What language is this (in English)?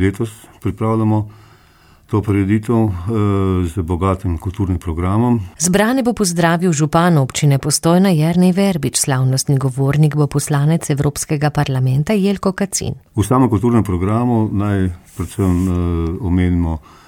Slovenian